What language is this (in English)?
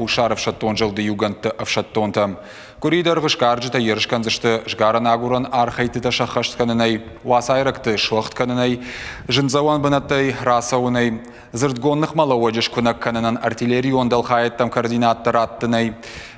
Ossetic